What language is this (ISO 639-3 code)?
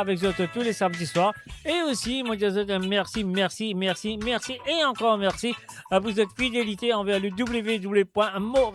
mfe